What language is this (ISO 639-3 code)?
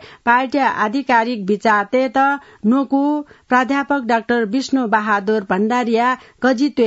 new